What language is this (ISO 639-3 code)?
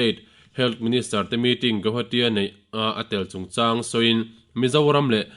lus